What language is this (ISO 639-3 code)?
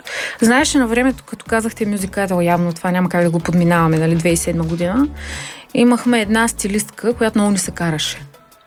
bul